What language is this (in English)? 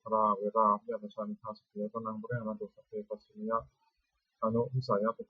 Pali